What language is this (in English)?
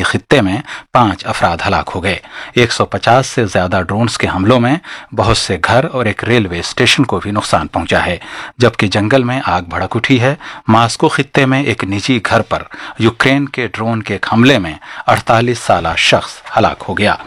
Urdu